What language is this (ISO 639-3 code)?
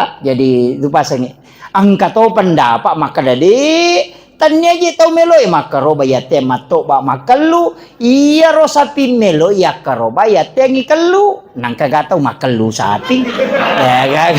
bug